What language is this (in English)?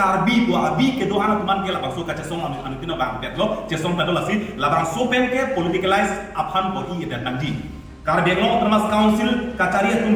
Karbi